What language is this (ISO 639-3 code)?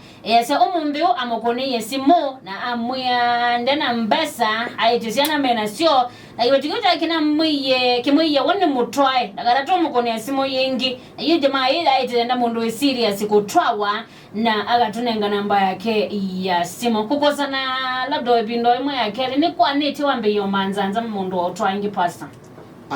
kam